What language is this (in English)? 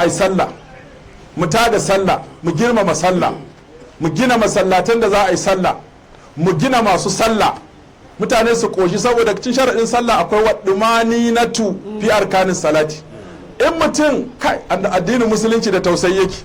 Hausa